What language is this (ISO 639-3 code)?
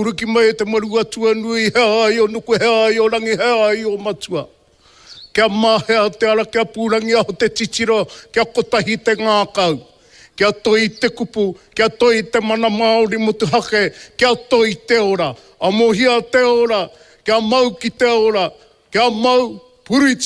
mri